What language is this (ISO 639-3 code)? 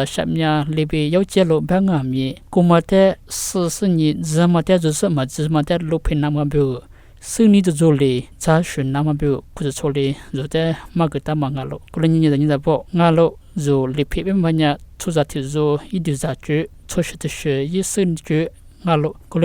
lis